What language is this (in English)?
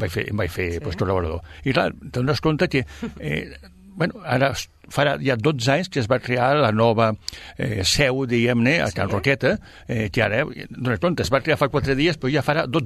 Catalan